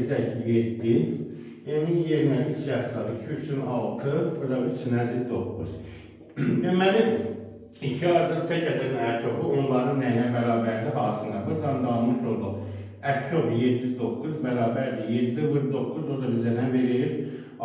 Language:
Azerbaijani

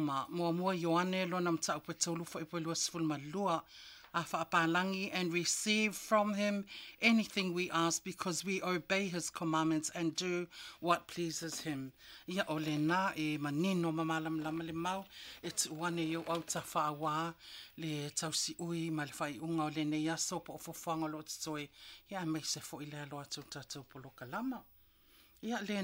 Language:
Samoan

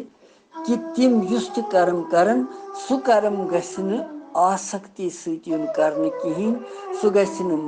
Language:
Kashmiri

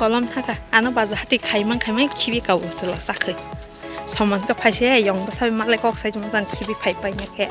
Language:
Kok Borok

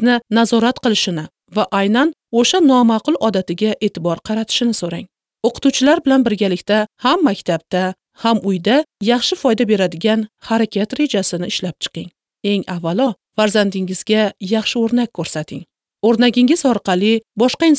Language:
Uzbek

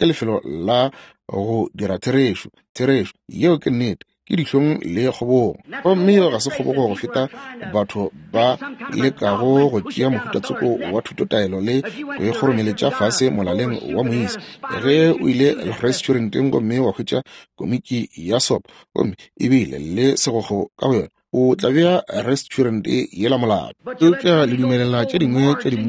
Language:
Northern Sotho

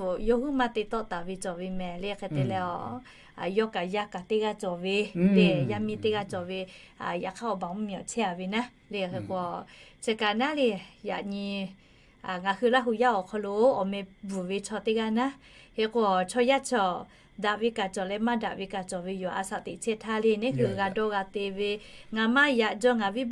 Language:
Lahu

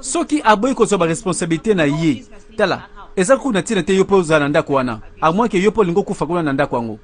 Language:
Lingala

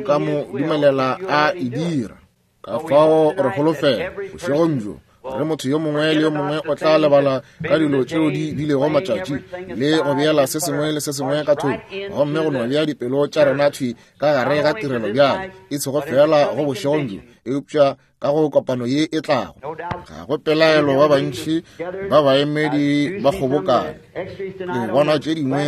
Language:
Northern Sotho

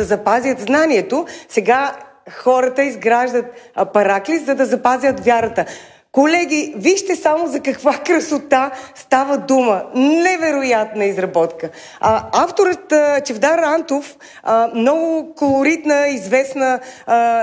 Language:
Bulgarian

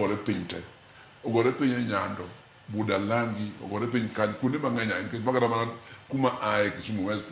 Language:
Luo (Kenya and Tanzania)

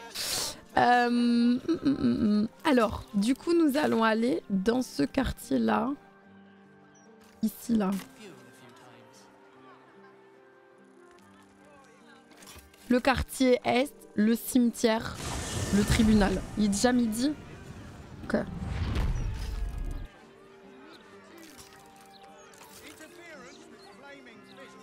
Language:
French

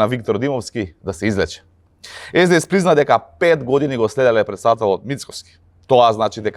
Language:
Macedonian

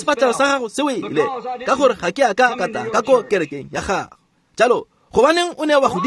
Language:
Tswana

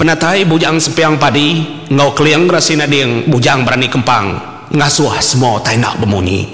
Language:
Iban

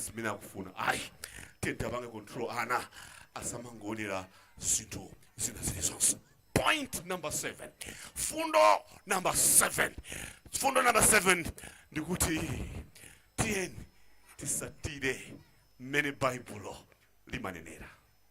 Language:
Nyanja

